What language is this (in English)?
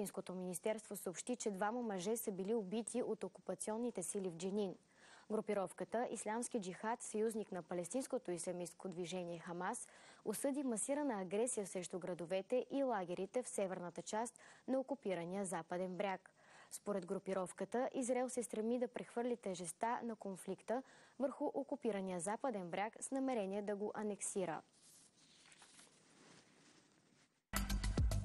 Bulgarian